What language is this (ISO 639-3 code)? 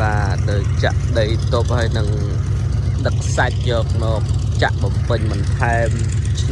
khm